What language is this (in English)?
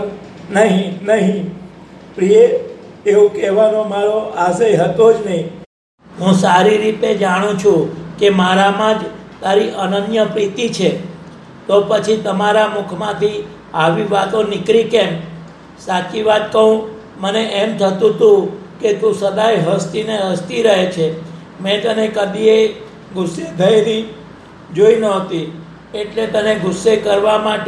Gujarati